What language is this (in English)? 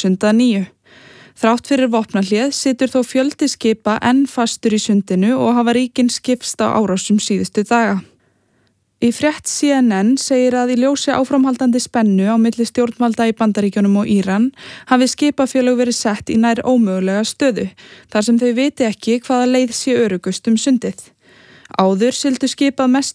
Icelandic